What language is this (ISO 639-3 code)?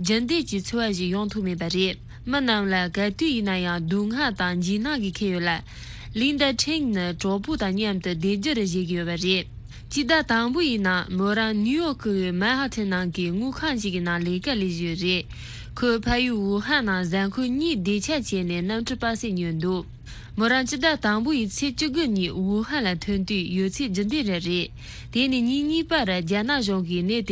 bod